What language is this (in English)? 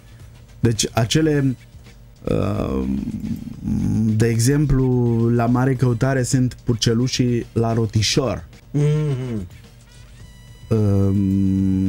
Romanian